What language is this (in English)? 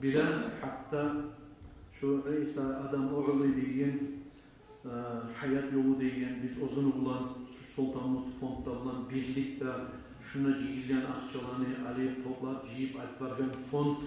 Kumyk